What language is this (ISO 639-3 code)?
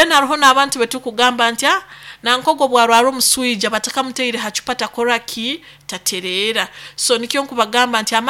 nyo